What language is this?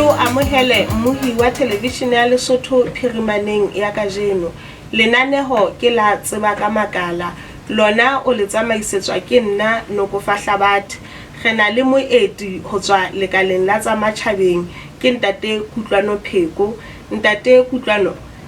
Southern Sotho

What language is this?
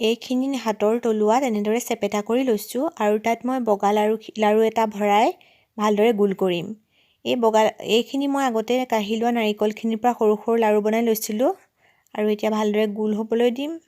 Assamese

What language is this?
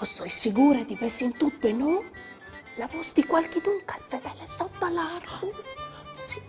Friulian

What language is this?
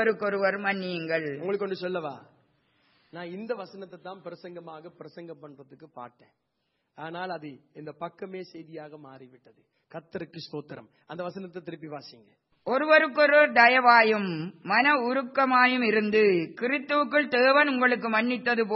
Tamil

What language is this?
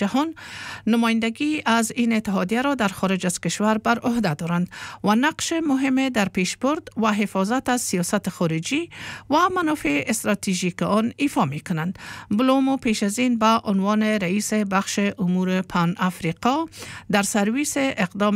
Persian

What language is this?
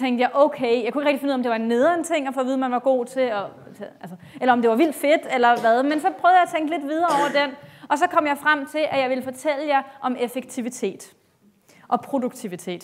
Danish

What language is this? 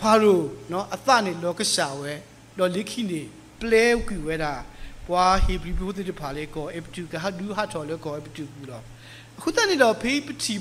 S'gaw Karen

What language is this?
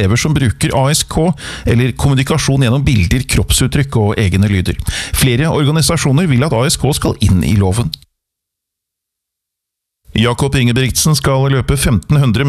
Norwegian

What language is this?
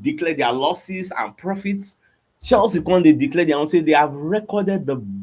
Nigerian Pidgin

